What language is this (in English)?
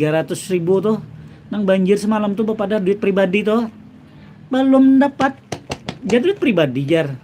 Banjar